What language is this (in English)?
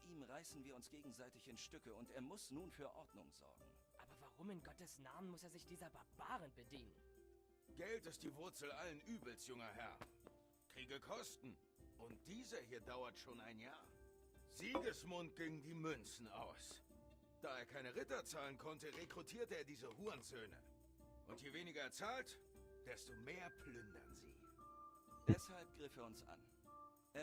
Swiss German